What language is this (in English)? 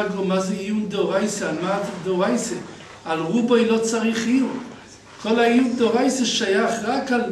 Hebrew